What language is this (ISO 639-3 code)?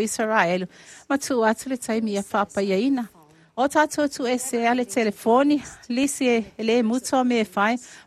smo